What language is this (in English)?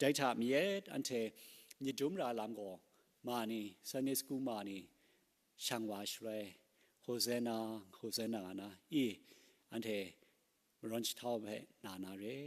Kachin